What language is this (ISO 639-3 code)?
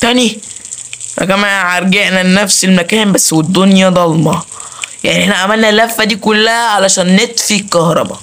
arz